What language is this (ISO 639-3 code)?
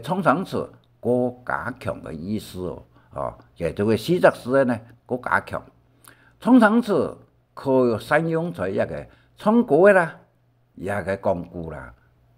hak